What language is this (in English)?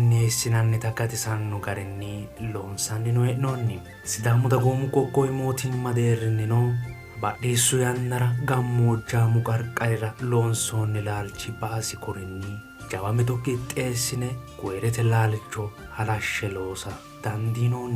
Sidamo